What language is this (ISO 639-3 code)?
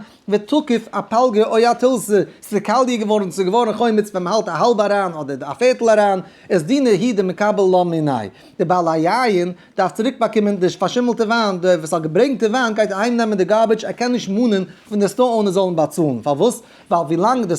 yid